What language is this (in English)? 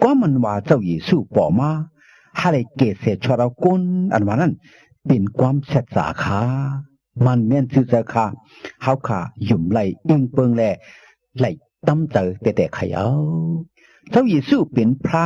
Shan